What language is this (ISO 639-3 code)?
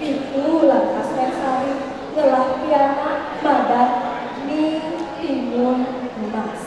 ban